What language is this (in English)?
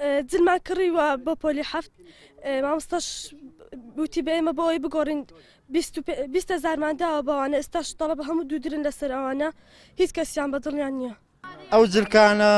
Central Kurdish